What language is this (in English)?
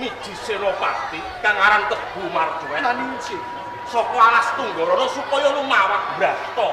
Javanese